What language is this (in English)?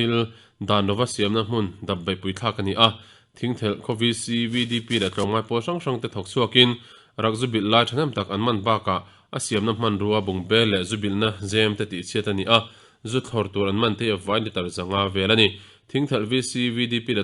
Mizo